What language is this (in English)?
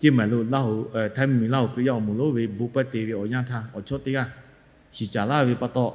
Lahu